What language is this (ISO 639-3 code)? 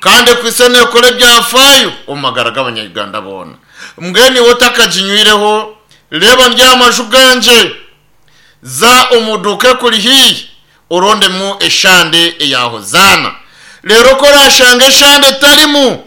nyn